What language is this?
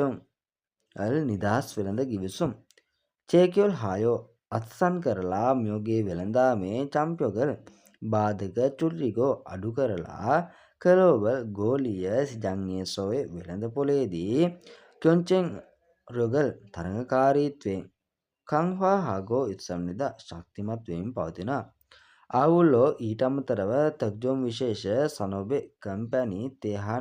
Sinhala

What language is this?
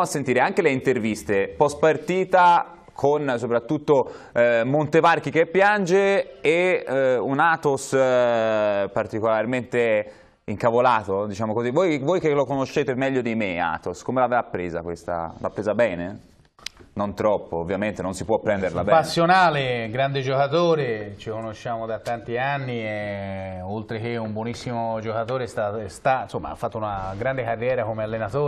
Italian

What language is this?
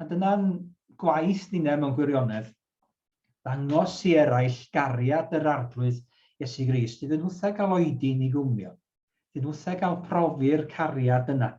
Welsh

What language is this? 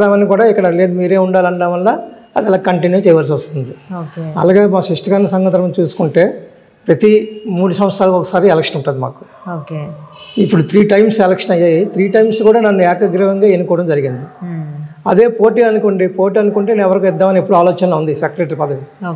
Telugu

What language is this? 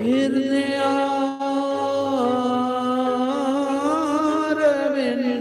Dogri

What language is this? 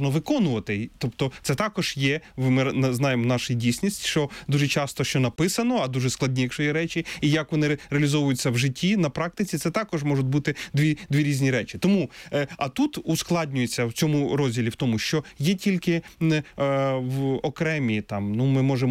Ukrainian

